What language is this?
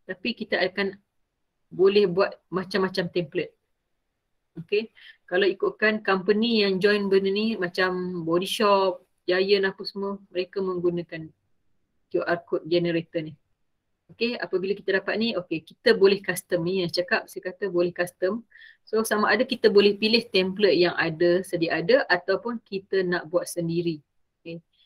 Malay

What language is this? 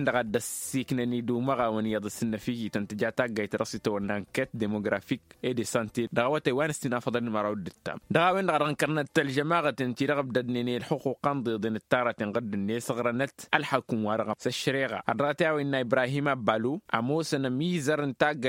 Tamasheq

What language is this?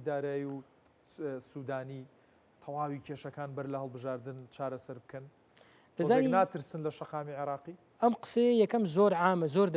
Central Kurdish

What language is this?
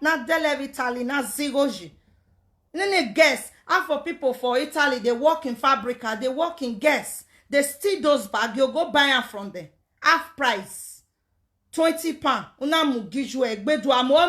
Nigerian Pidgin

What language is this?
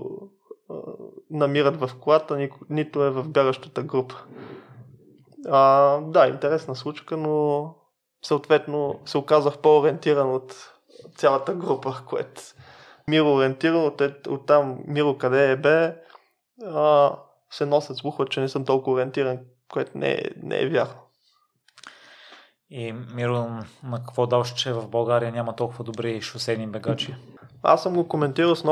Bulgarian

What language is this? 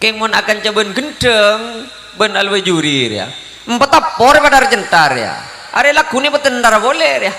Madurese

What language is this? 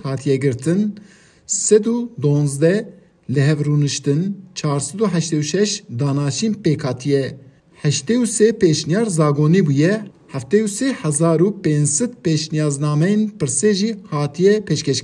Kurdish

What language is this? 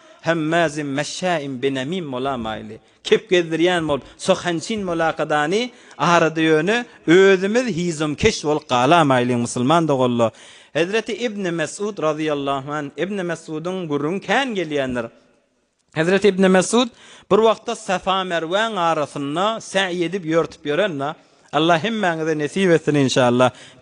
Turkmen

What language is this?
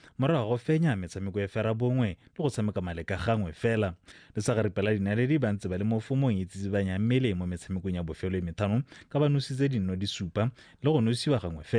Tswana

